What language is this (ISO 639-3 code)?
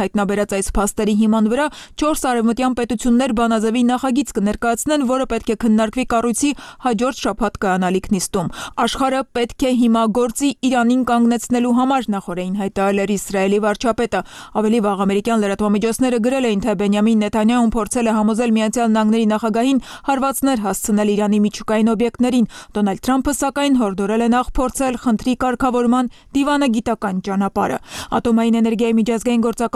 hye